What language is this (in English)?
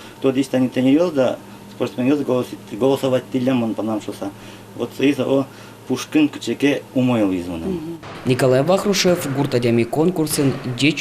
Udmurt